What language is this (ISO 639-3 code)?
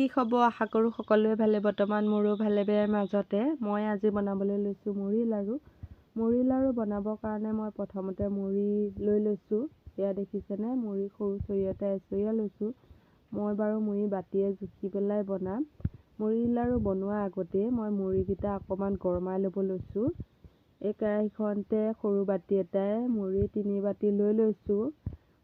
asm